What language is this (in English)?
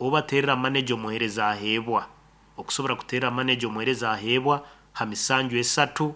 Nyankole